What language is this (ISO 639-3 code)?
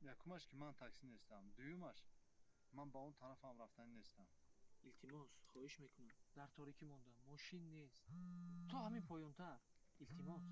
tgk